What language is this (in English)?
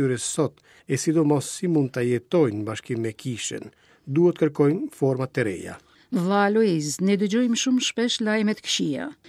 Albanian